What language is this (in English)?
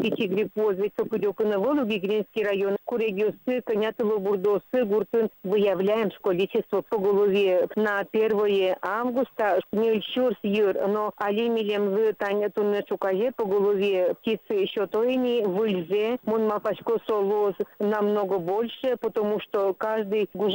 Udmurt